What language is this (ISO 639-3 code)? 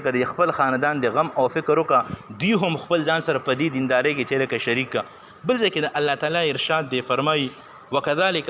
pus